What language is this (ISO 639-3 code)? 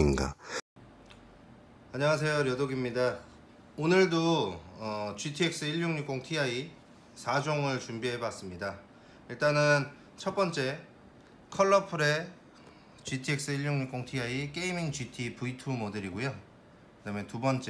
kor